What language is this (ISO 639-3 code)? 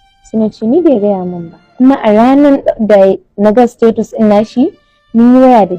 hau